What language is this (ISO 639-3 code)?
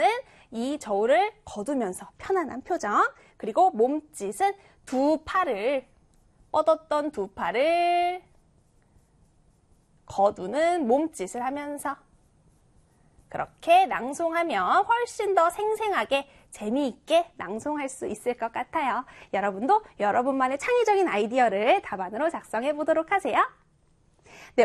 kor